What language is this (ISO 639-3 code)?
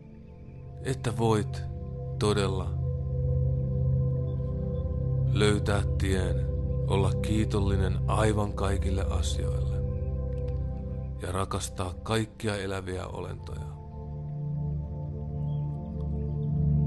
fin